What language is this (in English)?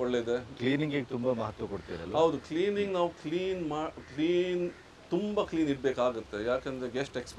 Kannada